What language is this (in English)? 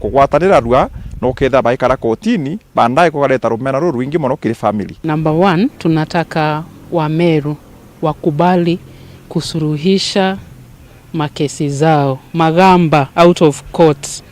Meru